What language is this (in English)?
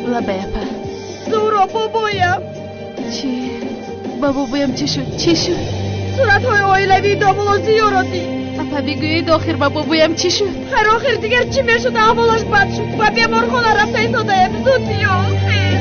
Tajik